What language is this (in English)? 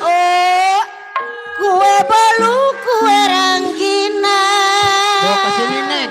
Betawi